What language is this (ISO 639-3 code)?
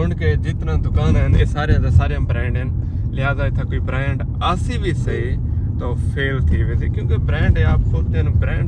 skr